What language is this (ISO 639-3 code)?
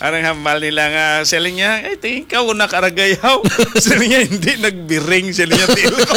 hil